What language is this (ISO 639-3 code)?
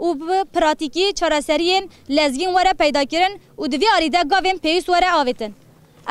kur